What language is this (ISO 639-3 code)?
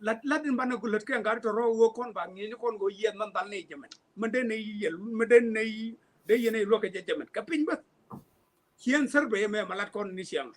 nus